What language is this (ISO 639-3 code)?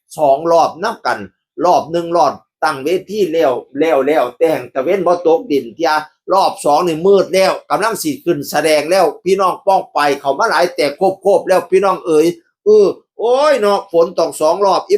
tts